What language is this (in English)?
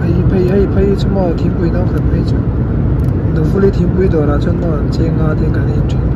Mizo